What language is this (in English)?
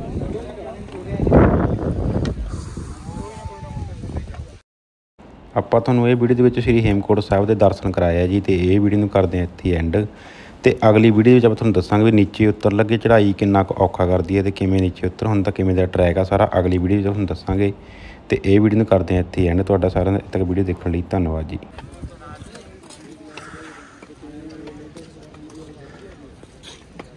Punjabi